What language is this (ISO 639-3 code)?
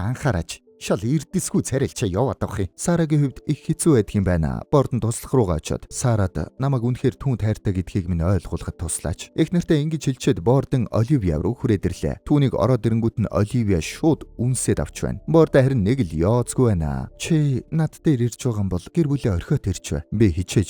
mon